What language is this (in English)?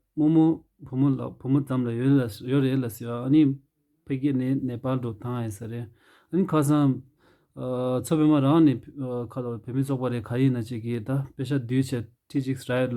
Tibetan